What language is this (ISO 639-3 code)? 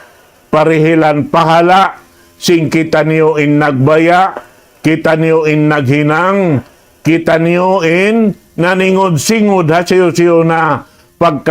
tsg